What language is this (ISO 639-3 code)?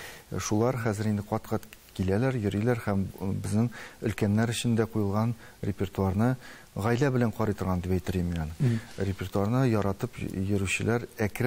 tat